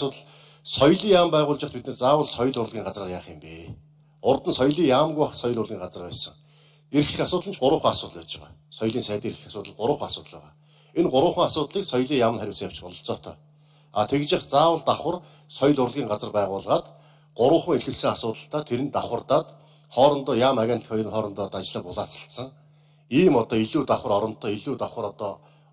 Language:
Mongolian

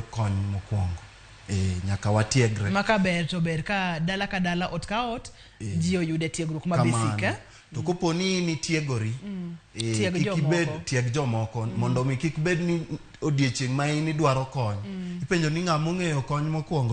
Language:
Luo (Kenya and Tanzania)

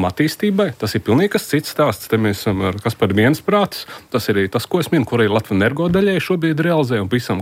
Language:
Latvian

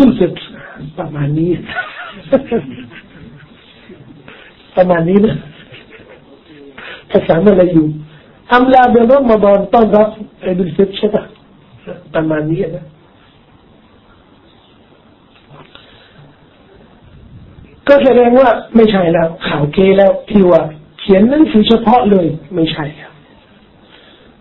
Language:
Thai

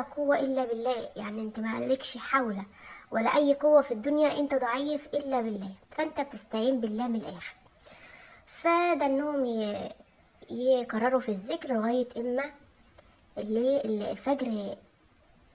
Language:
Egyptian Arabic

